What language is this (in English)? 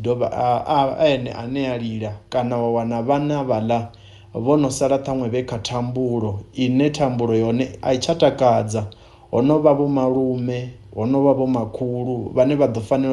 Venda